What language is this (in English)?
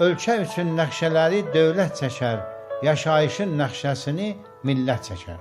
South Azerbaijani